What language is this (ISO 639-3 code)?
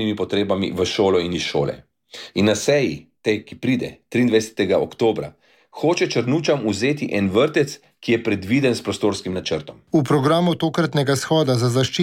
slv